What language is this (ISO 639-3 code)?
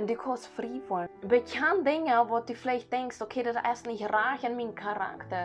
pdt